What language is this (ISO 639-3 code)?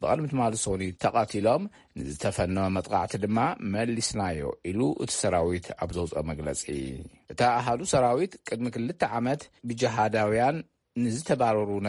tir